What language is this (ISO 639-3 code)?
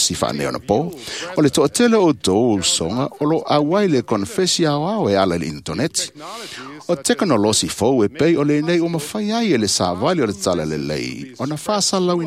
smo